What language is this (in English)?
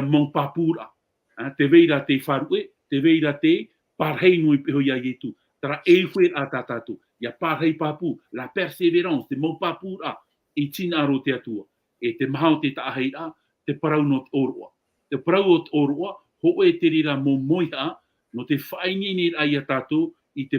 Tahitian